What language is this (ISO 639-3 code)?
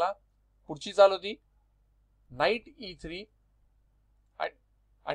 mar